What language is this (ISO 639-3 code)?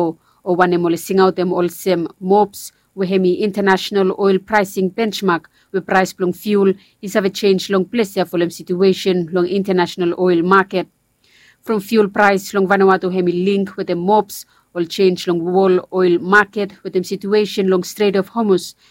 bis